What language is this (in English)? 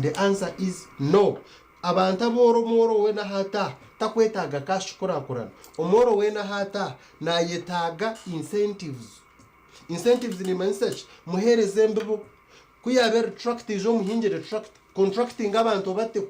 Nyankole